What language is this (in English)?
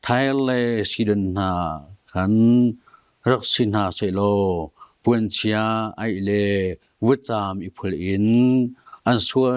Hakha Chin